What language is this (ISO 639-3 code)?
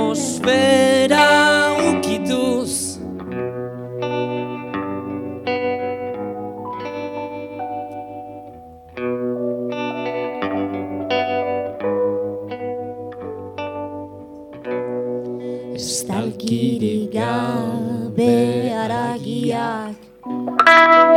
eus